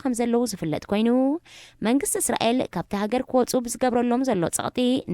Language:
Tigrinya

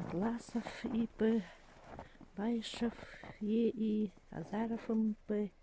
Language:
Yakut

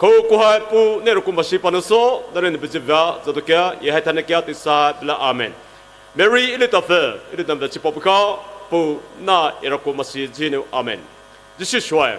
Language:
Poumei Naga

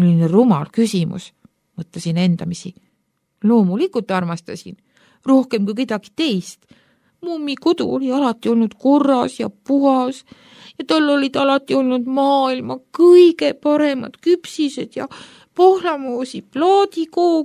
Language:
Estonian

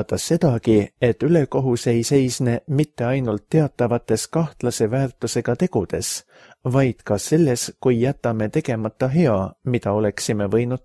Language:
Estonian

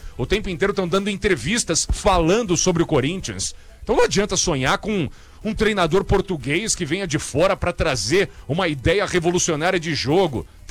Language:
Portuguese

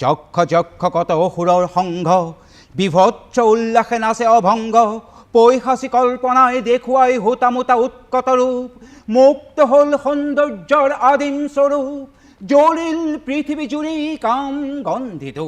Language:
Assamese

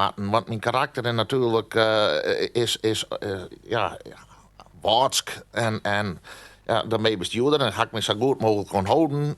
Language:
Western Frisian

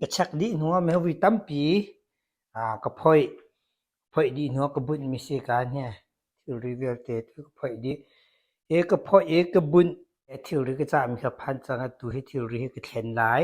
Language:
Hakha Chin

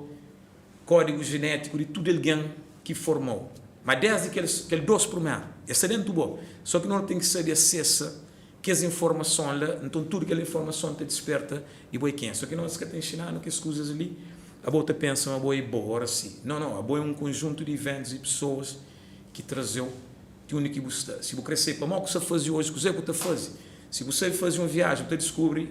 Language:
Kabuverdianu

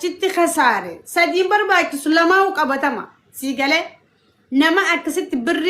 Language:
Oromo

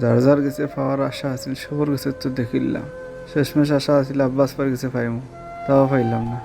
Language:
Sylheti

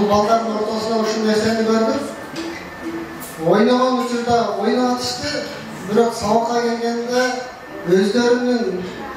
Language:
Kyrgyz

